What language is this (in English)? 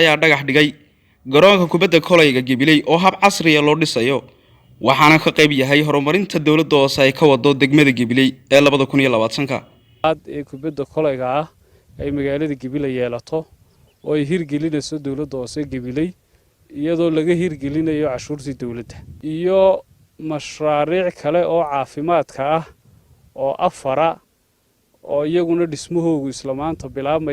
Somali